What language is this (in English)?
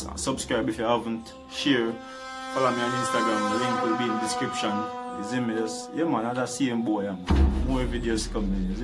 Jamaican Creole English